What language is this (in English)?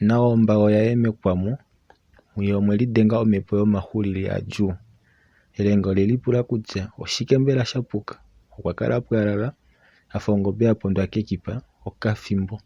Kuanyama